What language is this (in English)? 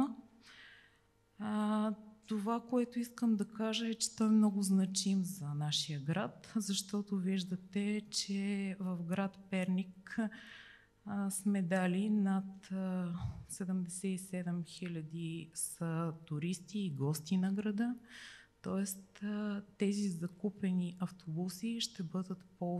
Bulgarian